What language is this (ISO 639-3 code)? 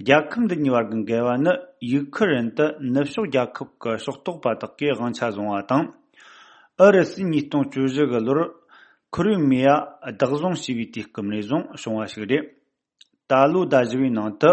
bod